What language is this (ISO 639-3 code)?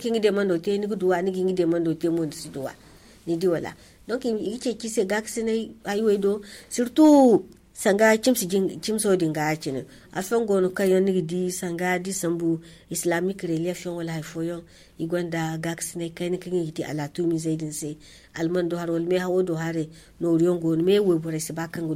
dje